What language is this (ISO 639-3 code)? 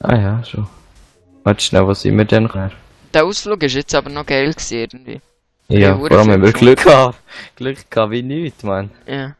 gsw